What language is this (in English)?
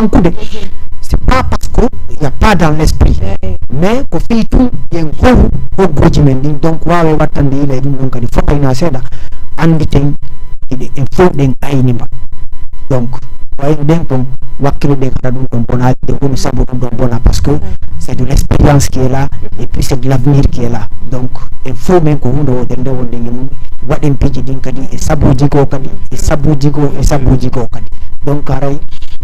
Fula